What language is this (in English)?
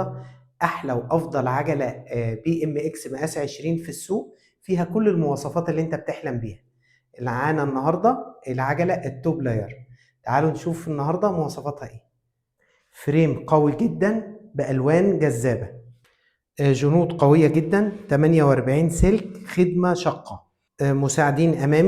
Egyptian Arabic